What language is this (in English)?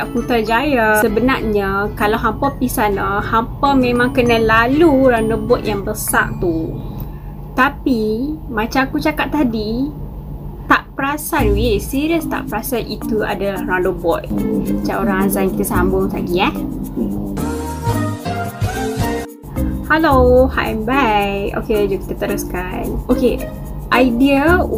Malay